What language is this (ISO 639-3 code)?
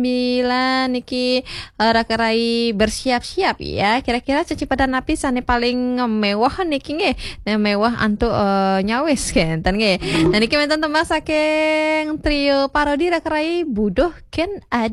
ban